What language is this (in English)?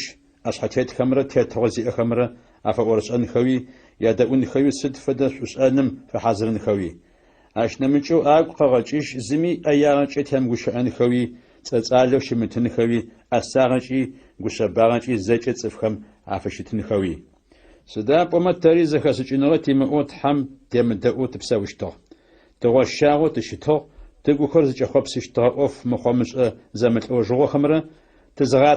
Adyghe